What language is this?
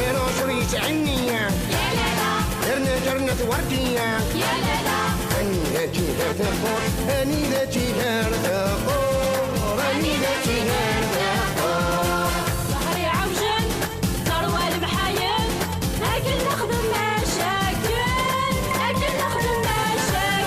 Kabyle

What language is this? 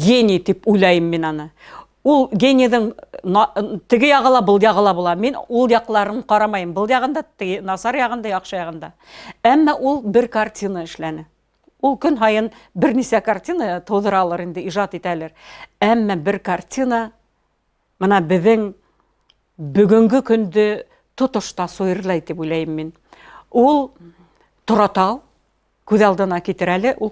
Bashkir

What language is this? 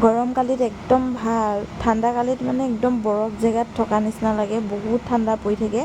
Assamese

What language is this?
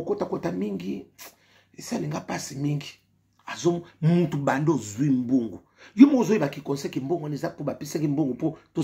Lingala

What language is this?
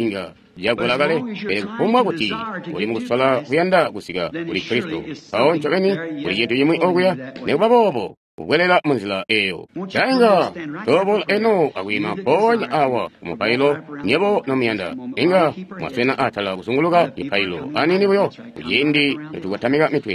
Tonga (Zambia)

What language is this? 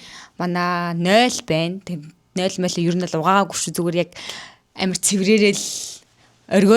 Mongolian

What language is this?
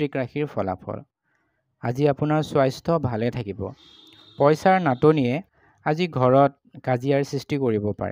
Assamese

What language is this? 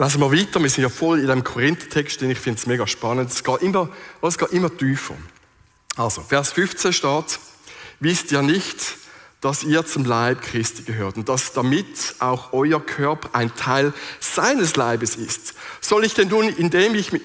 Swiss German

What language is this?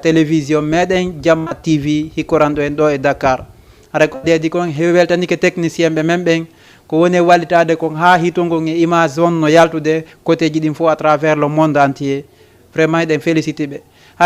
Fula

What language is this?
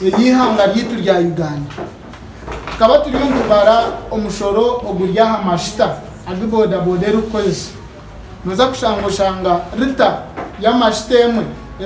Nyankole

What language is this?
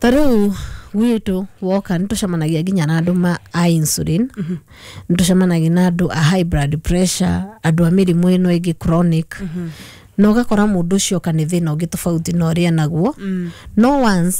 Kikuyu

